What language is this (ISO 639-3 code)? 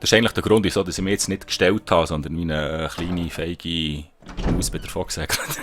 gsw